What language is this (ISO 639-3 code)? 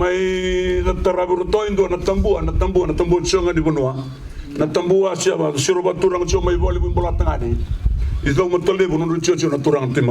fij